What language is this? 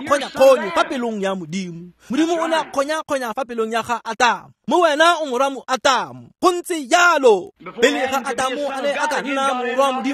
Tswana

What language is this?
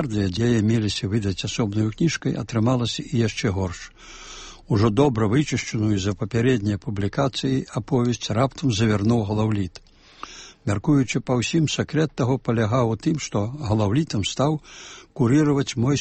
Belarusian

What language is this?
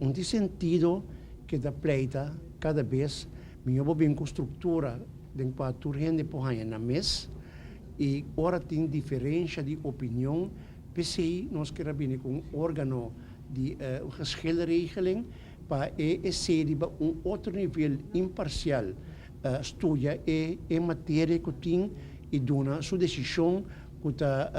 Papiamento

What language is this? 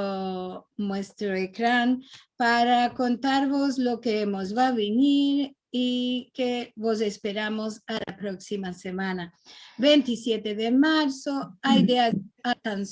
Ladino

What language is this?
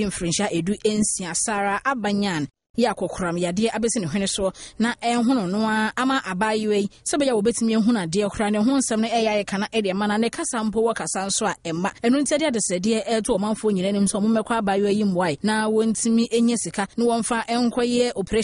Akan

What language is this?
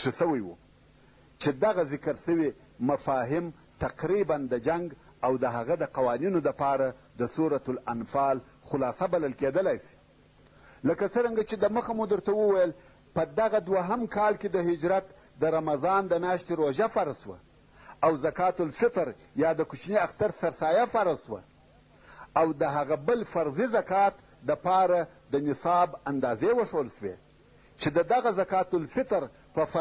Pashto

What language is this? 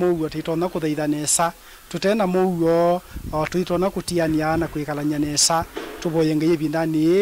Kamba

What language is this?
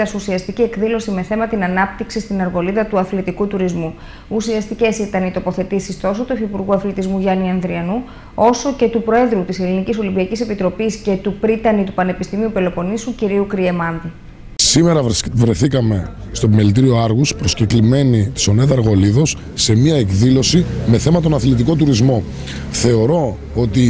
Greek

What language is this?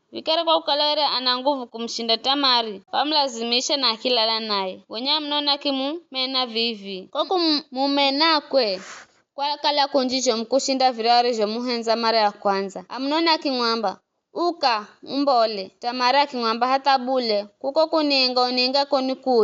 Giryama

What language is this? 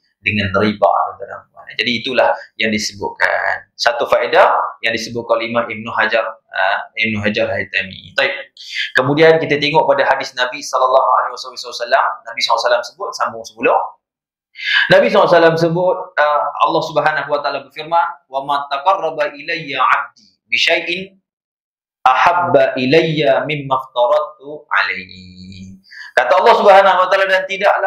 Malay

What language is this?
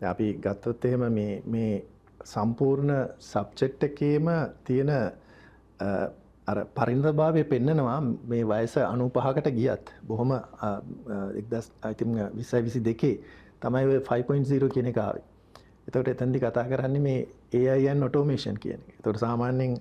Sinhala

